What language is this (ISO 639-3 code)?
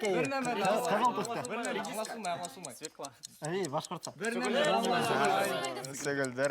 bak